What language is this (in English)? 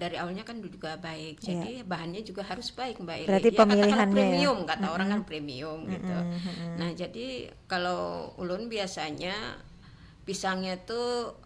Banjar